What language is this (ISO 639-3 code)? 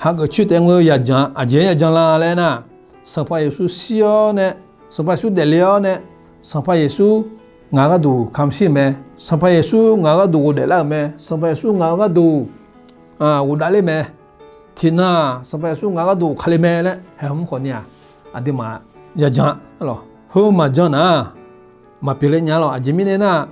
ahk